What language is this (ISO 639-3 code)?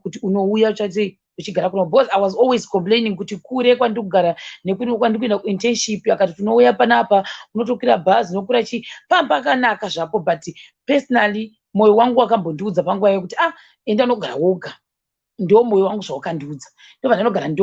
sna